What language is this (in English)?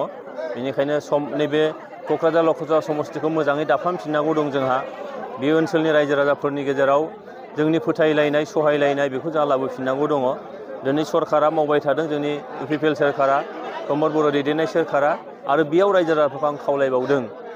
Bodo